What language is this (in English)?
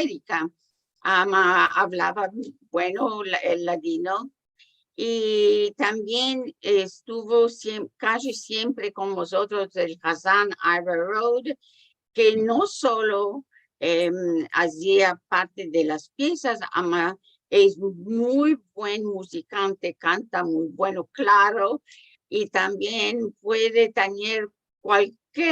Ladino